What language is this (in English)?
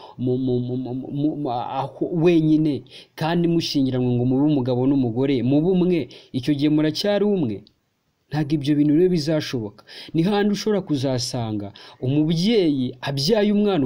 Kinyarwanda